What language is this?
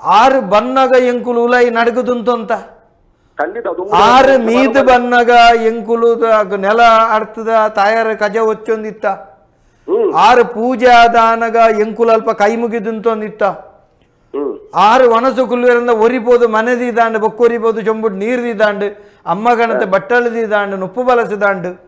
Tulu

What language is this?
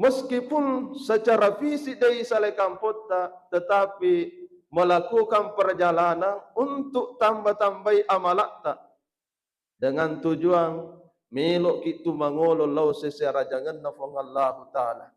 Buginese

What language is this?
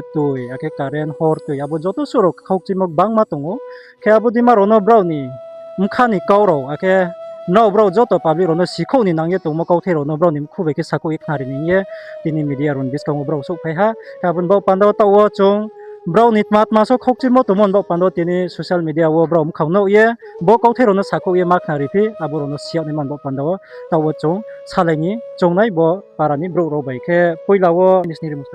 Riang (India)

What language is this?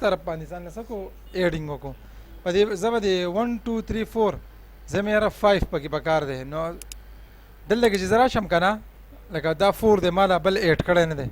Pashto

